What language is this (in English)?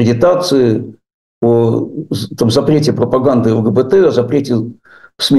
Russian